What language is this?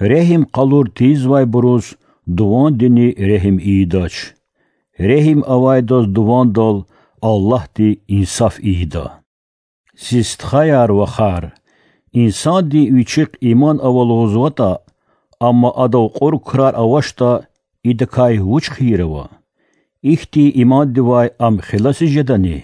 Lezghian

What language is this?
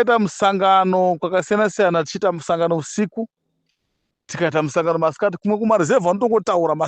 Shona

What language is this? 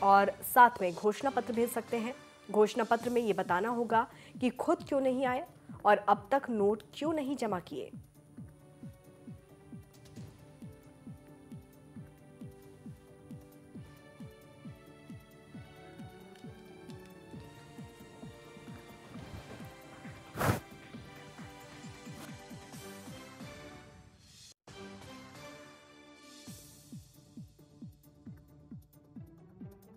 Hindi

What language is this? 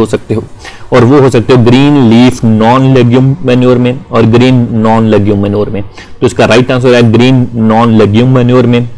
Hindi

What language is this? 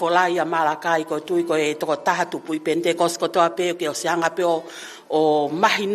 Tongan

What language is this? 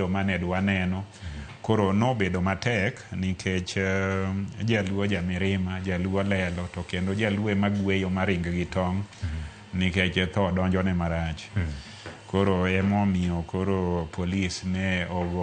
Luo (Kenya and Tanzania)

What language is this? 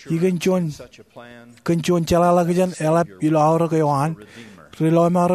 Marshallese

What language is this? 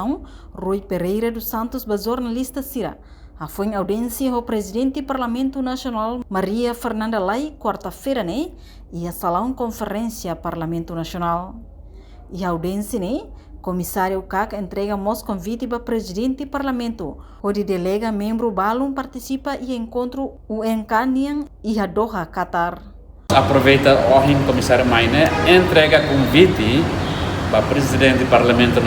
Tetum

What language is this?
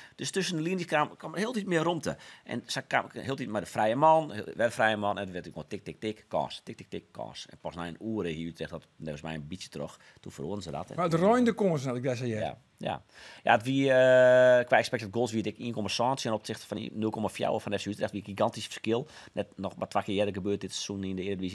Western Frisian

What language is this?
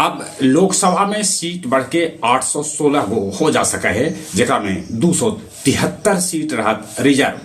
Magahi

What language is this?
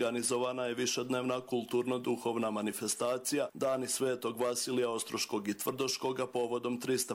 Croatian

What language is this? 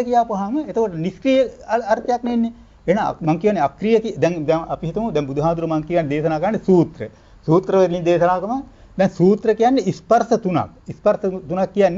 Sinhala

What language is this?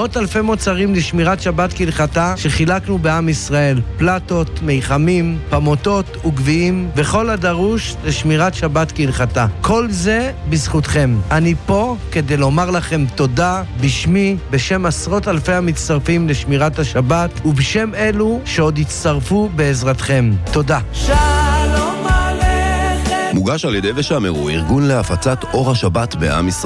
Hebrew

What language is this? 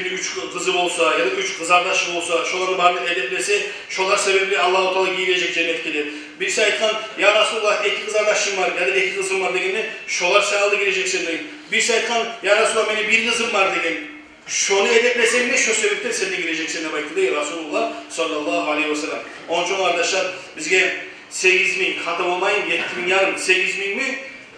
Kumyk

